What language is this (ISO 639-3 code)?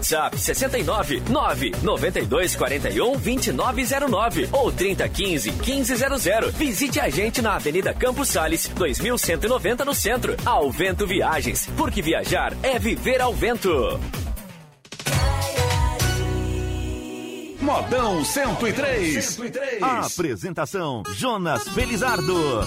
por